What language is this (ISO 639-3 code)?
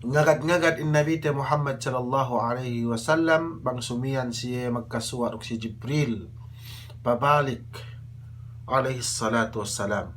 yka